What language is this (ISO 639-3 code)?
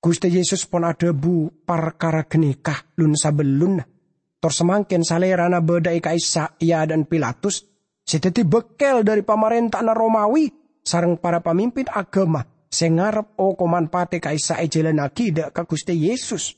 mad